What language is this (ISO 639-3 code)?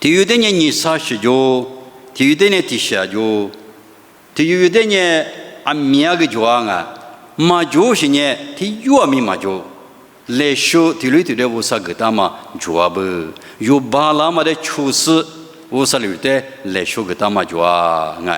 lis